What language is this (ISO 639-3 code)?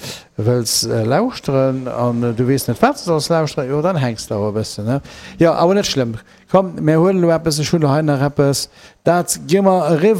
ltz